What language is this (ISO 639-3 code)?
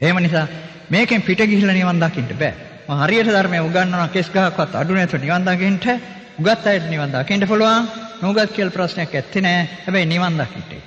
sin